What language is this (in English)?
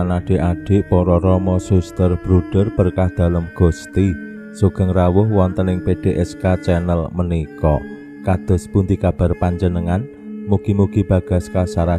Javanese